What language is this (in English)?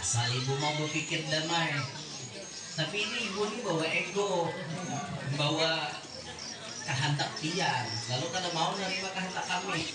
Banjar